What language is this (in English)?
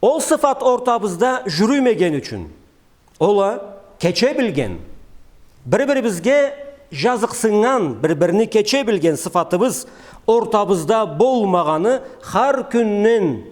Karachay-Balkar